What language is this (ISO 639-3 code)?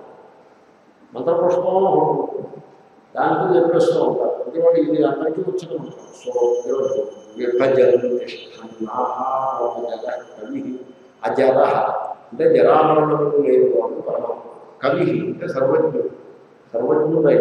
tel